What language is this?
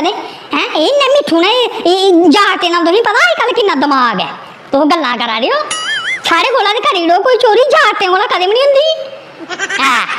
Dogri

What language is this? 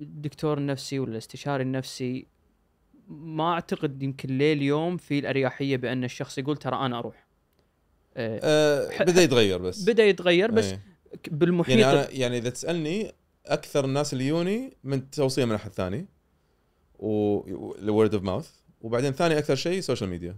Gulf Arabic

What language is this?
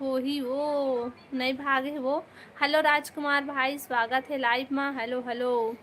Chhattisgarhi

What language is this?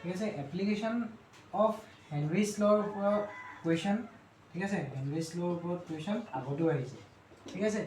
Assamese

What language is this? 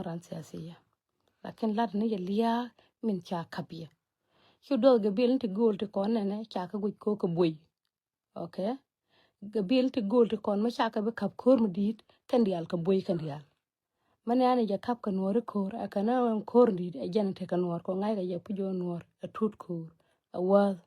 Nuer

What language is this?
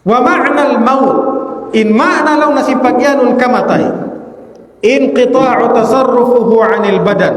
Tausug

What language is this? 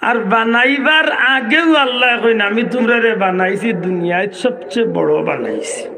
Sylheti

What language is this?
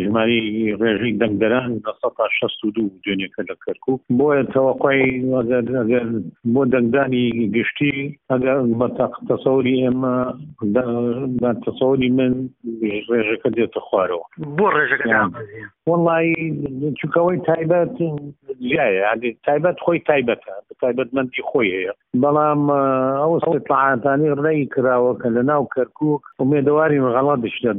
Central Kurdish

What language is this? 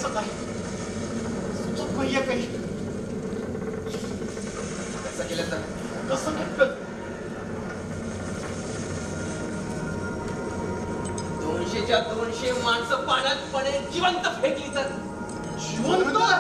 Marathi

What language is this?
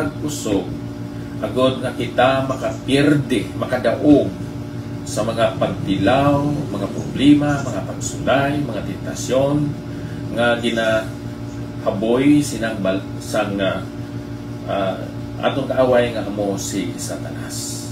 Hiligaynon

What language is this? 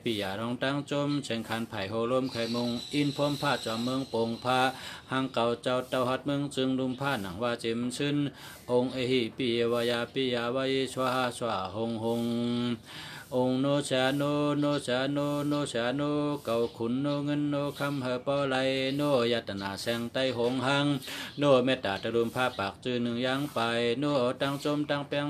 Shan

